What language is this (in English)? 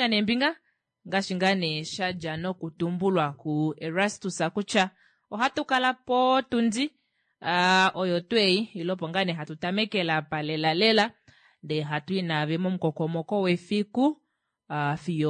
Kuanyama